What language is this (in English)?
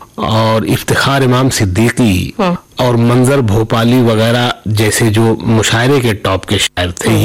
Hindi